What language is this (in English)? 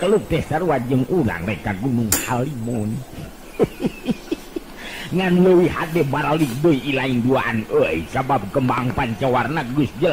Sundanese